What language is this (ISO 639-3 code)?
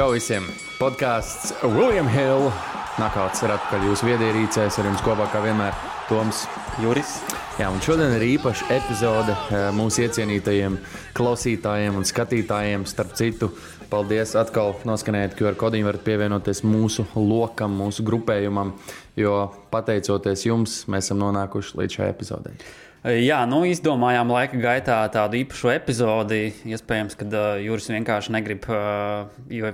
lav